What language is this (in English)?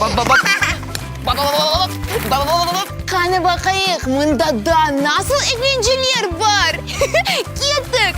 Crimean Tatar